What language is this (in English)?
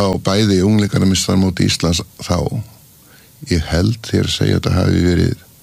Icelandic